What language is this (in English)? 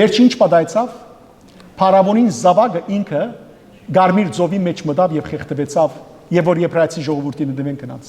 Western Armenian